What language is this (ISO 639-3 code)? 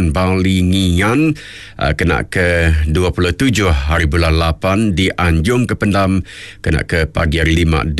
iba